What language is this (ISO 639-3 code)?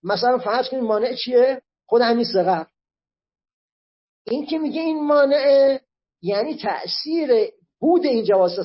fas